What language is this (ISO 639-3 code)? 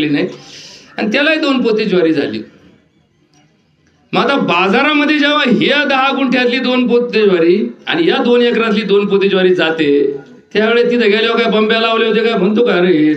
mar